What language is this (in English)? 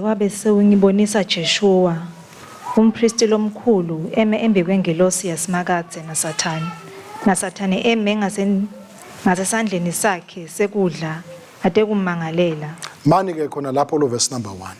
Swati